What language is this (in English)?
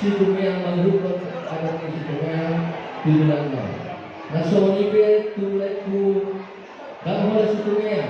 Batak Toba